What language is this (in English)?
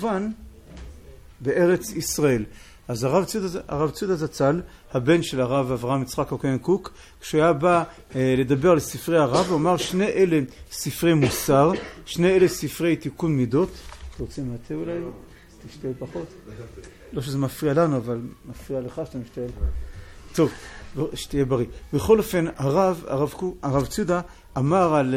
Hebrew